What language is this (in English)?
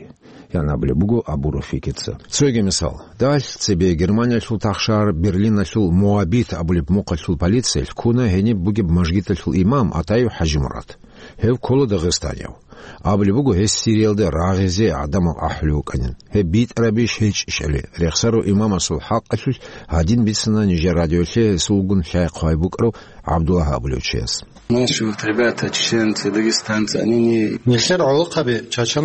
Avaric